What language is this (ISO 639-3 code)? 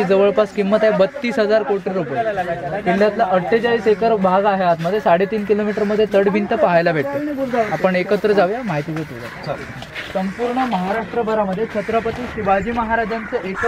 mar